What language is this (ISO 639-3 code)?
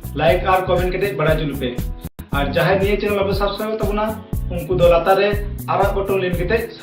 sat